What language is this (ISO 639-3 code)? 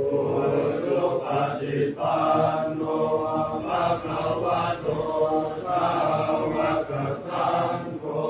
pli